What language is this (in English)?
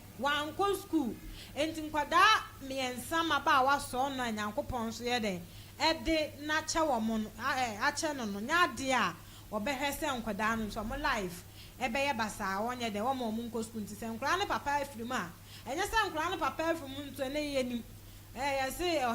Akan